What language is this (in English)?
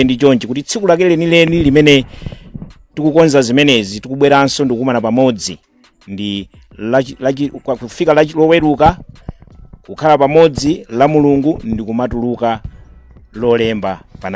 Nyanja